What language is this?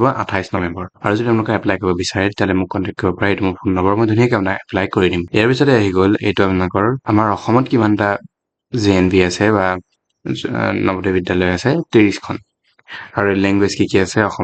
Assamese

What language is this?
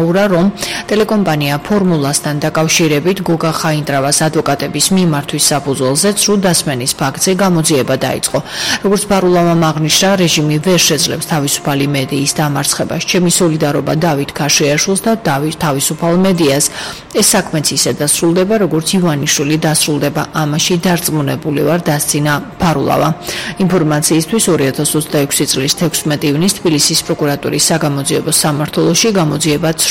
Georgian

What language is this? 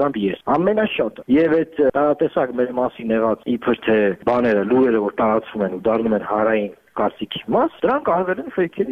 Armenian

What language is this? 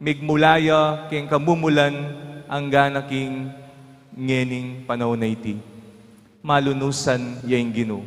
Pampanga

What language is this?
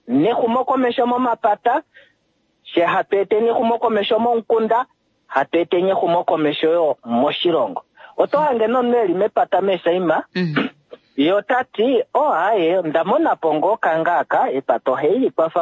Kuanyama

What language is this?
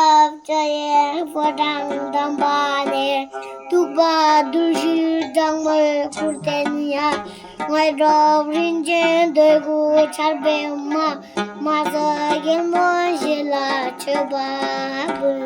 Tibetan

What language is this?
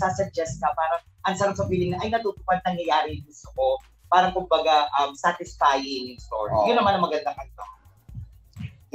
Filipino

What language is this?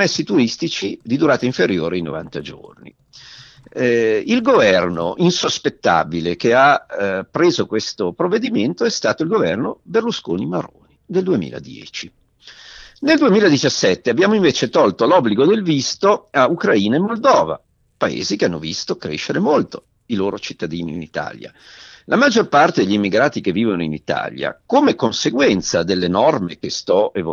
Italian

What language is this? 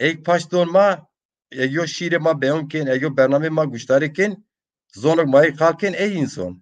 Zaza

